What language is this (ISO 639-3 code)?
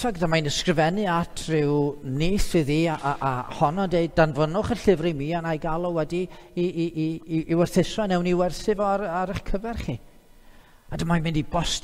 cym